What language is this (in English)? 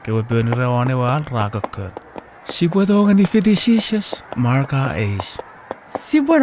Chuukese